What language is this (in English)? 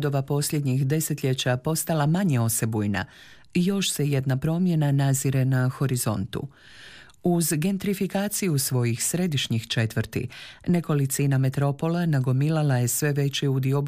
Croatian